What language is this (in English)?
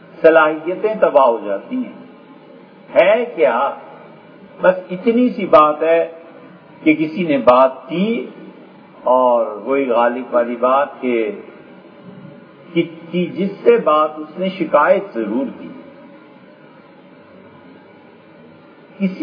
Urdu